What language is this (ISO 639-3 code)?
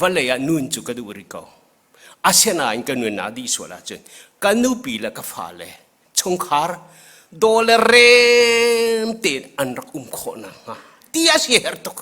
cnh